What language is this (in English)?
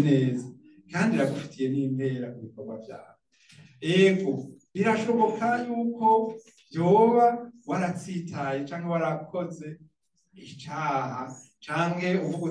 Rundi